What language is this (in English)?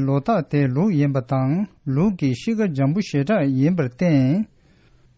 Tibetan